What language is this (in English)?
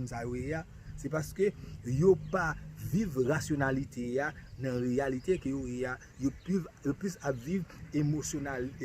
Haitian Creole